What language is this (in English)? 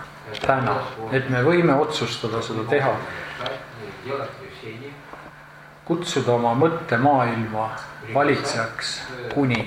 Estonian